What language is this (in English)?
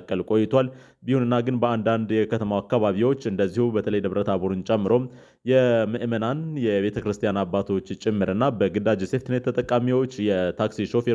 Amharic